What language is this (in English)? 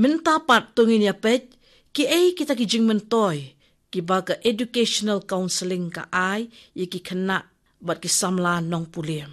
Khasi